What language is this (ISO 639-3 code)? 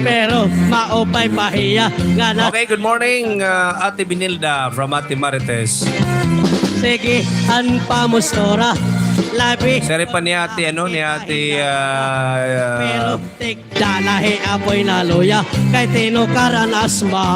war